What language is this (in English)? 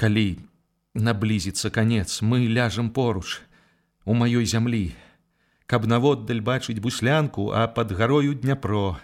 Belarusian